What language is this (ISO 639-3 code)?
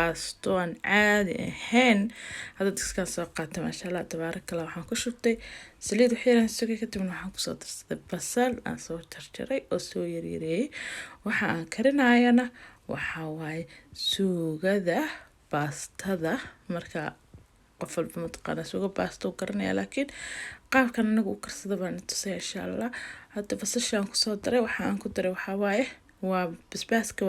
som